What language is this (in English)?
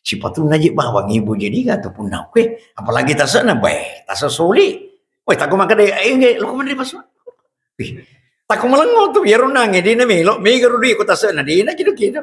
Buginese